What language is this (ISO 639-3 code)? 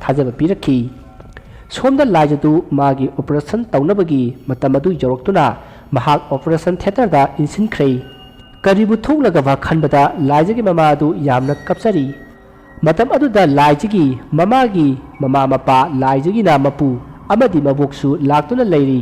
mni